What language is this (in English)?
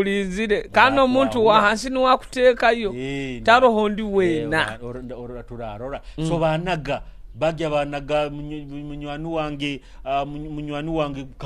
Nyoro